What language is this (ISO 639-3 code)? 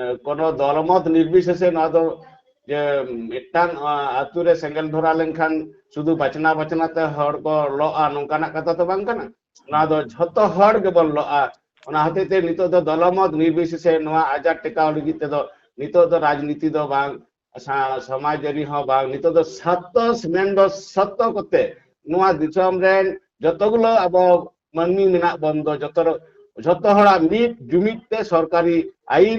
sat